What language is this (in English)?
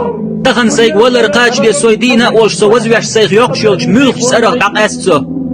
Chechen